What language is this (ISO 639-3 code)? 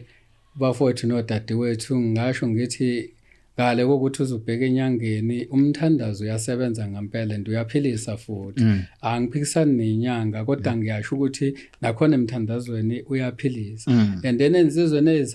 zul